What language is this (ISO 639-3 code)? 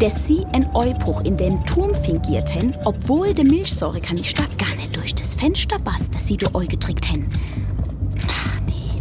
gsw